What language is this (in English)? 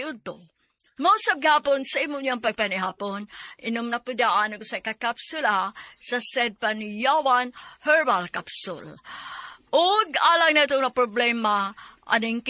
Cebuano